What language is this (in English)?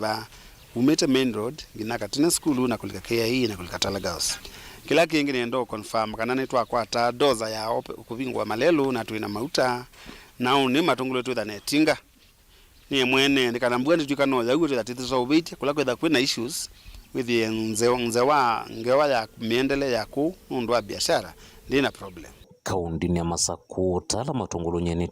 Kamba